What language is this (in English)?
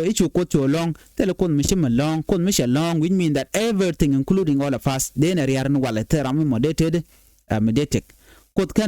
Nuer